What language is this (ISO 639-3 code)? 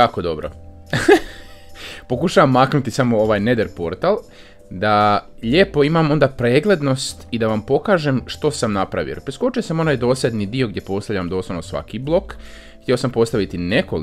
hrv